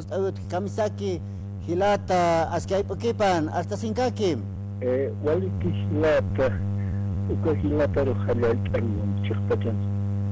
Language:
Aymara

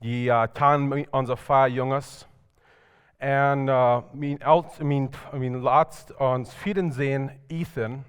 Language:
Plautdietsch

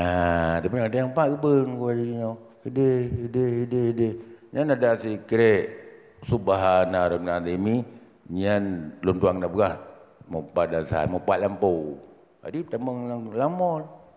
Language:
Achinese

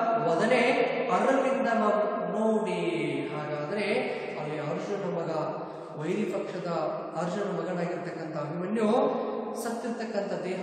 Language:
Kannada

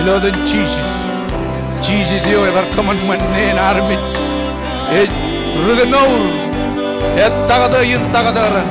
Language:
Marshallese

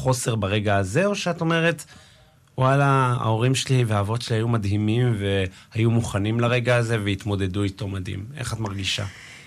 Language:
Hebrew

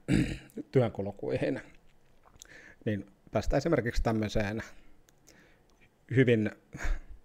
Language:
Finnish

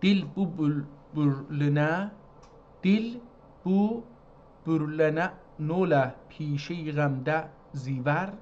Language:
South Azerbaijani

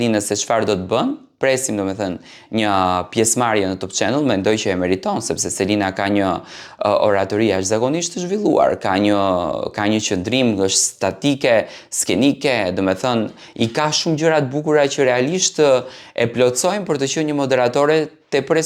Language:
Albanian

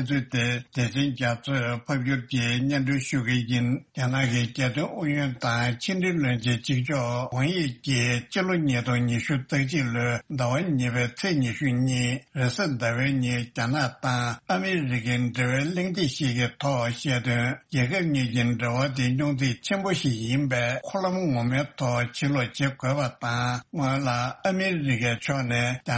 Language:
Tibetan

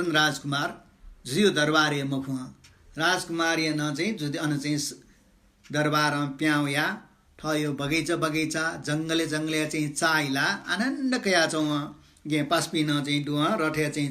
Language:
Newari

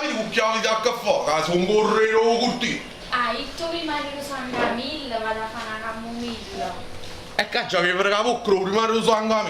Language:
Neapolitan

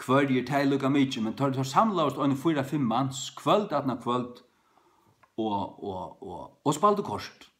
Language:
Faroese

